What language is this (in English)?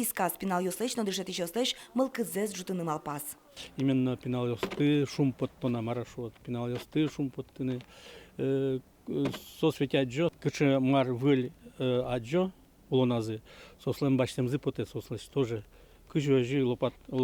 Udmurt